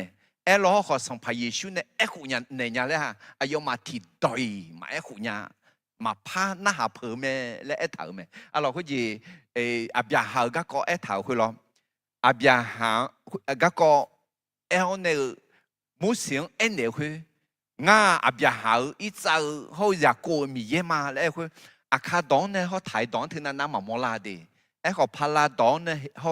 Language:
Akha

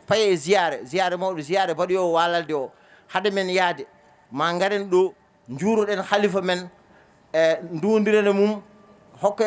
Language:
Fula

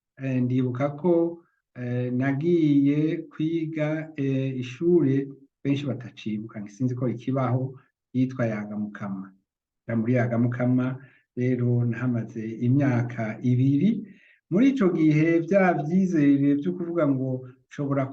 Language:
Rundi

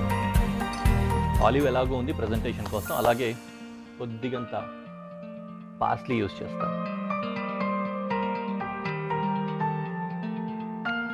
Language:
Telugu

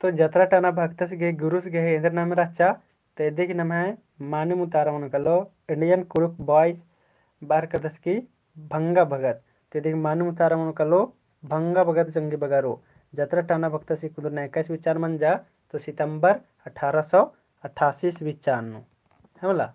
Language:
Kurukh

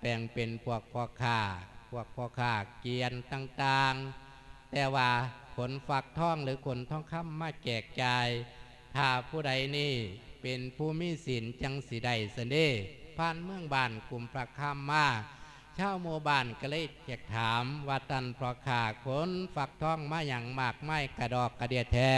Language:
Lao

